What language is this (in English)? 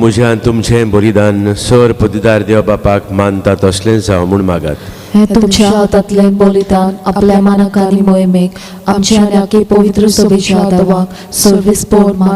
Konkani